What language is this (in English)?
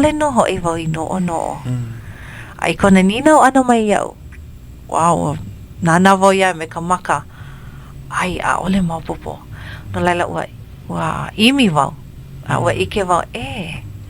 Hawaiian